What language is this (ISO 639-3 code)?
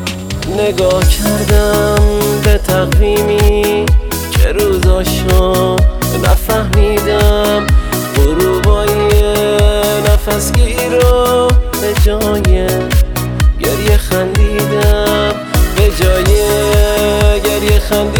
fas